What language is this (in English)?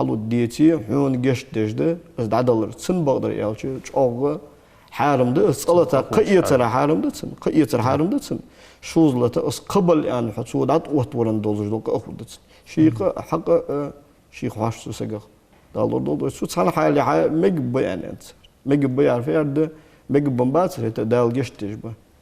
Ingush